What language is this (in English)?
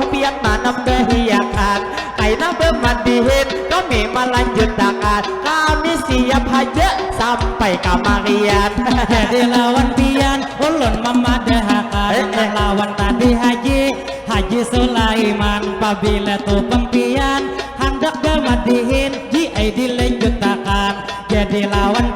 Banjar